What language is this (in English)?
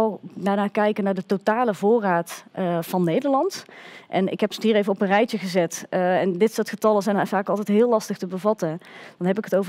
Dutch